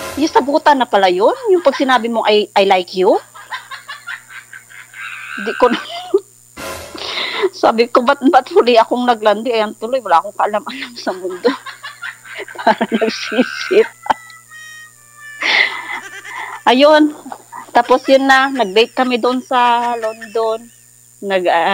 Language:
Filipino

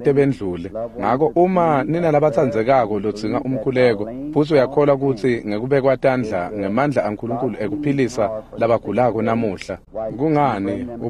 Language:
Swati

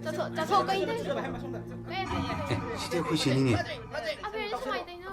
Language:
Manipuri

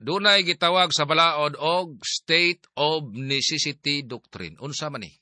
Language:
Cebuano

